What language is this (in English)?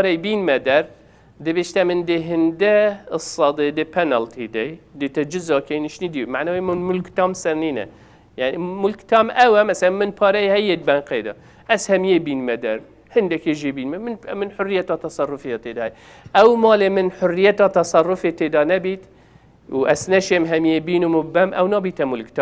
Kurdish